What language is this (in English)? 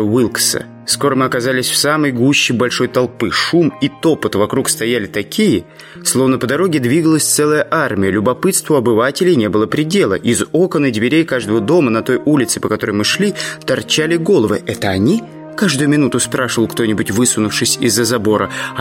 Russian